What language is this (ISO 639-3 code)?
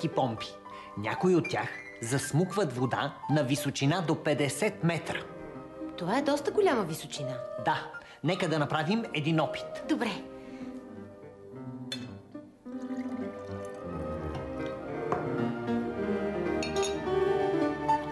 bul